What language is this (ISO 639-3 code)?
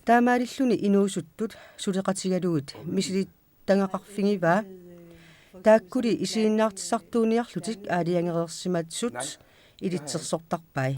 kal